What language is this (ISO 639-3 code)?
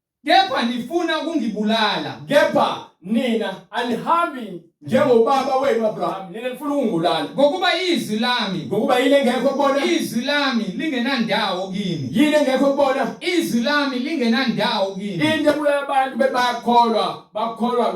zul